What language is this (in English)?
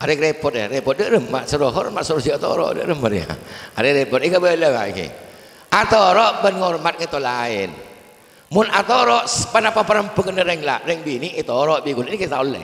Madurese